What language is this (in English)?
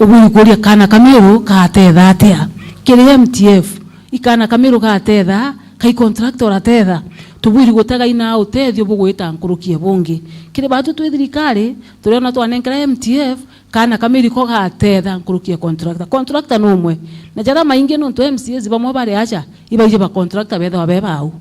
Meru